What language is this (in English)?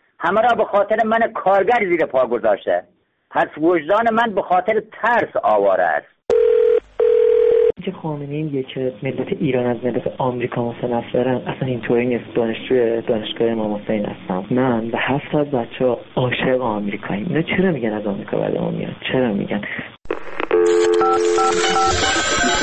Persian